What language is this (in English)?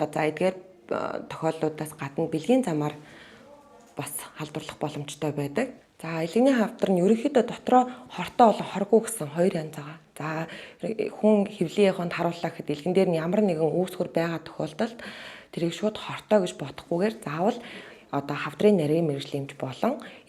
Mongolian